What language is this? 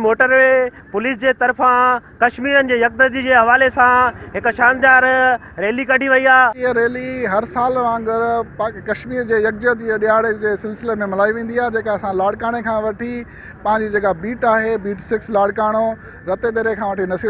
Sindhi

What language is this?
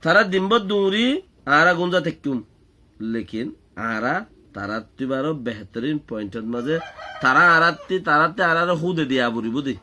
Rohingya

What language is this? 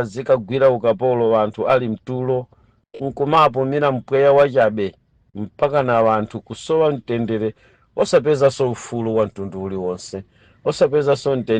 Nyanja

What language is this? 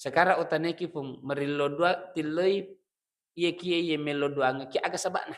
Buginese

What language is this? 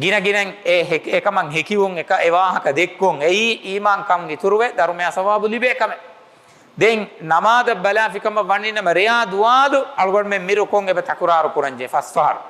Divehi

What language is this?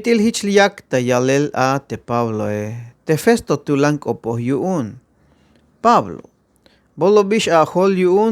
Tzeltal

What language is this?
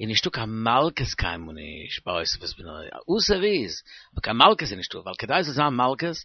Yiddish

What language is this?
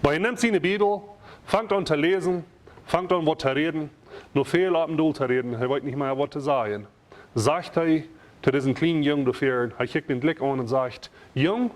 Plautdietsch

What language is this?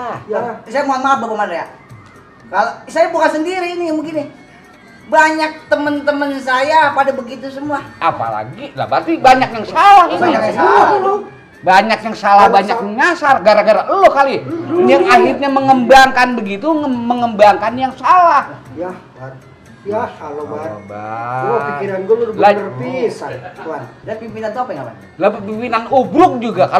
Betawi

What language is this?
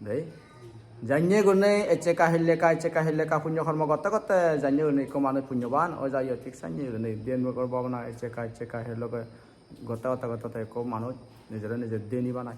Chakma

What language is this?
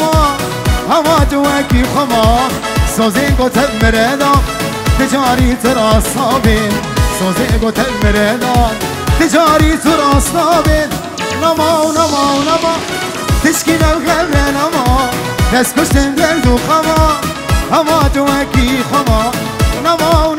Kurdish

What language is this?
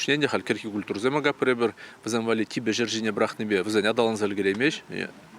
Chuvash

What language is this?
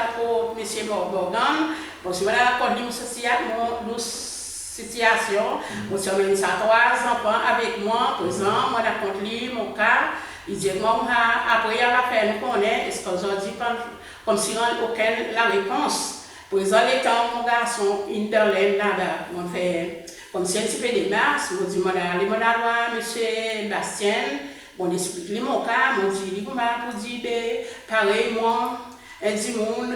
Seselwa Creole French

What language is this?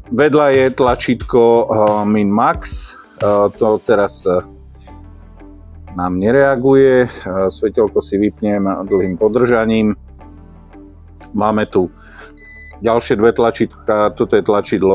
Slovak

